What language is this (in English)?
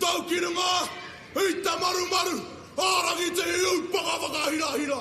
Māori